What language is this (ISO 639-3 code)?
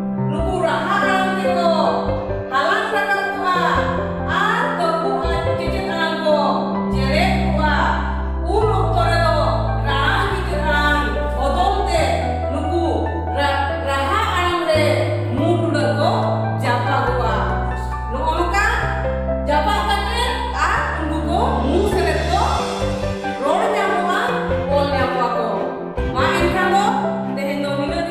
sat